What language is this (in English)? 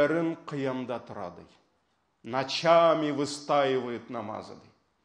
Tatar